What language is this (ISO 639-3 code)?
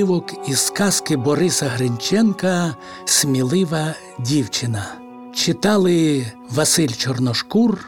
ukr